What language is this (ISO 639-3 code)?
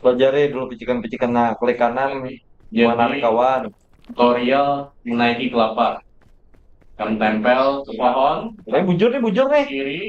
bjn